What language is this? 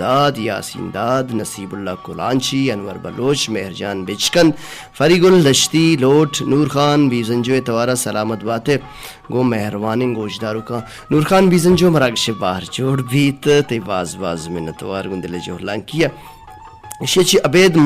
Baluchi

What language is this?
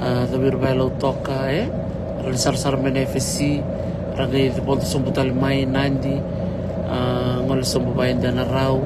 Fijian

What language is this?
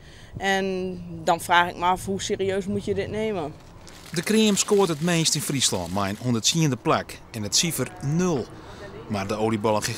Western Frisian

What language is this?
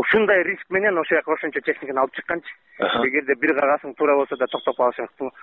Kyrgyz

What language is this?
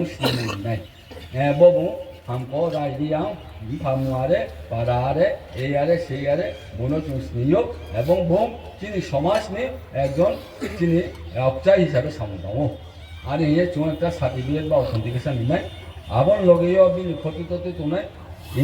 Riang (India)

